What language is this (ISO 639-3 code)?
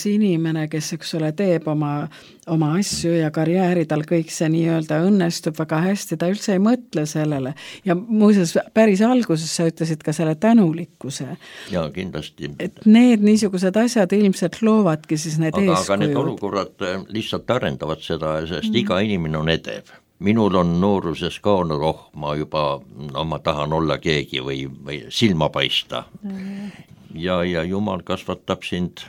est